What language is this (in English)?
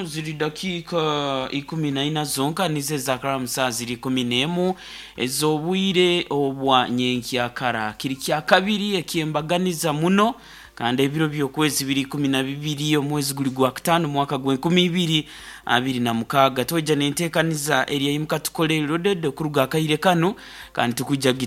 Nyoro